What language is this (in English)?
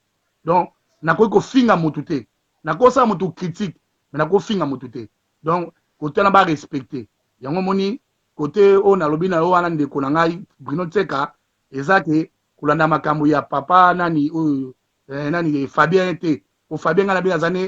Lingala